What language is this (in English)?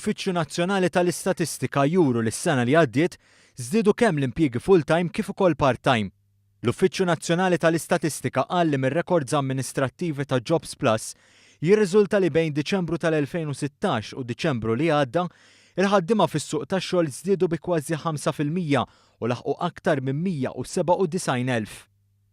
Maltese